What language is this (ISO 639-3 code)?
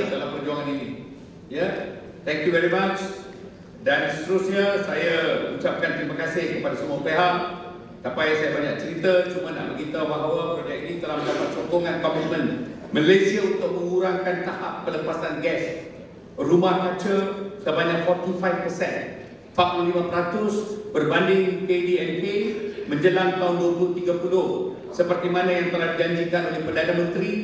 msa